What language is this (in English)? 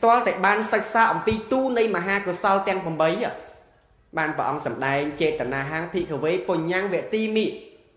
Khmer